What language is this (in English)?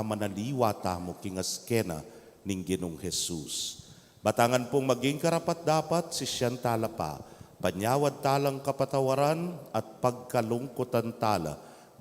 Pampanga